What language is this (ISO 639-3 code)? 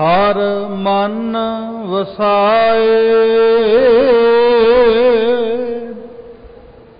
pan